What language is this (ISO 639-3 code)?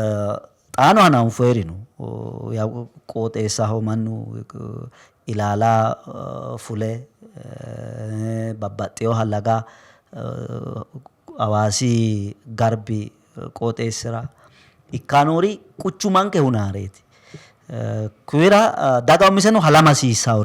sid